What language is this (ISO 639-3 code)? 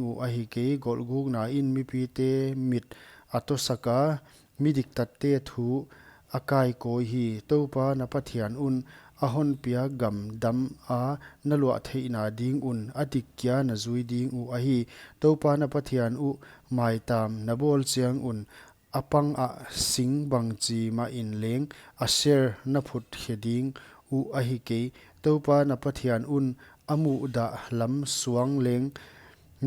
pck